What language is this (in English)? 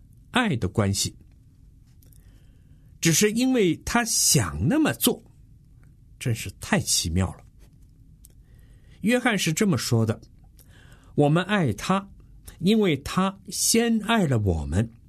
Chinese